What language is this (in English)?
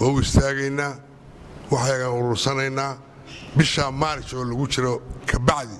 Somali